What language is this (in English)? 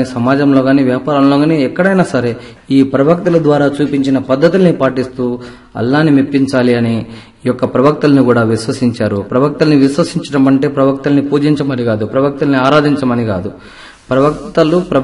Telugu